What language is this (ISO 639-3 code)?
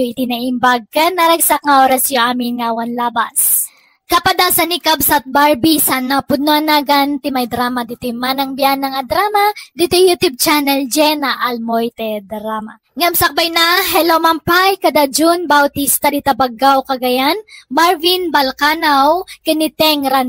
ilo